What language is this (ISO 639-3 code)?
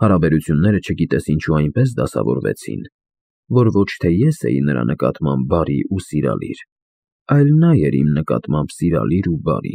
hye